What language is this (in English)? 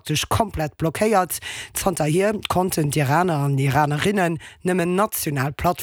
Luxembourgish